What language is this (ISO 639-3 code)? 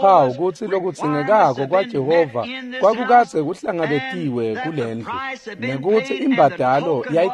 ssw